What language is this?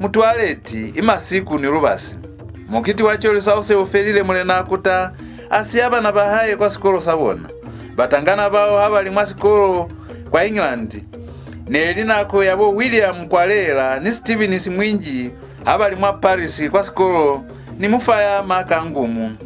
Lozi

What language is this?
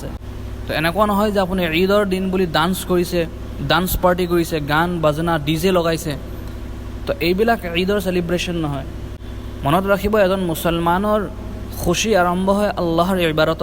Assamese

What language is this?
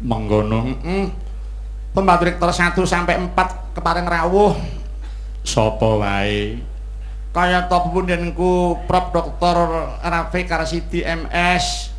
Javanese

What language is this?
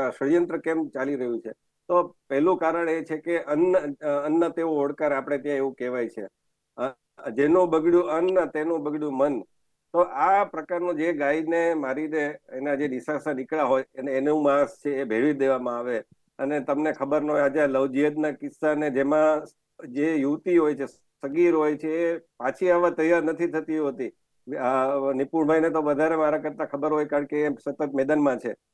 Gujarati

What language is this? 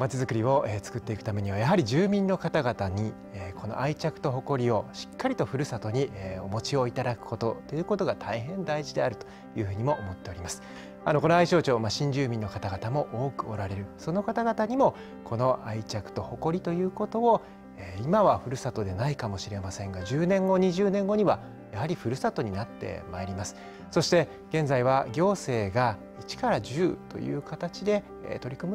Japanese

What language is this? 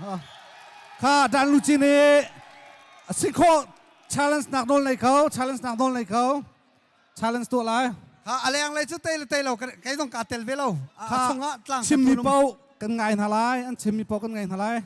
Hakha Chin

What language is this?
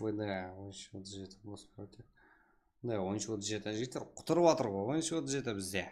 Kara-Kalpak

